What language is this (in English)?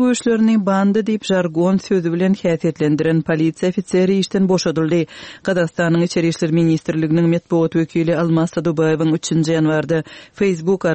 Turkmen